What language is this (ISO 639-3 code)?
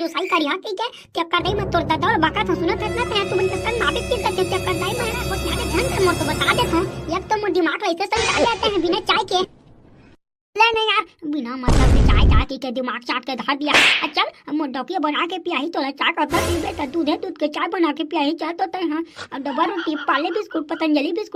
hne